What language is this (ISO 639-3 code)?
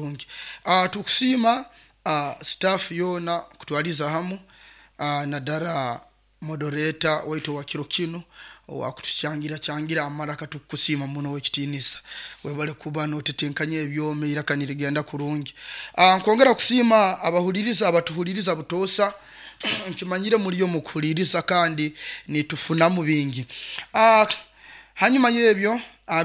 nyo